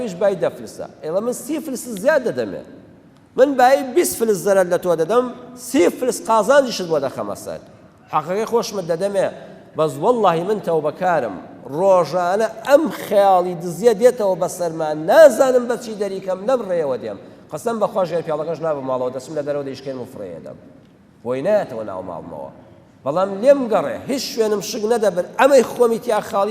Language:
Central Kurdish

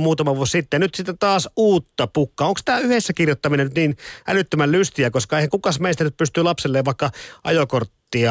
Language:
Finnish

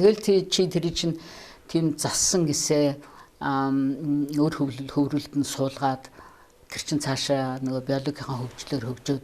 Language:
Mongolian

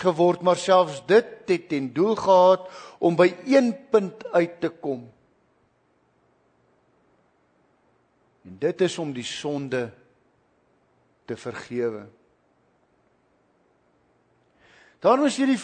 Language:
Afrikaans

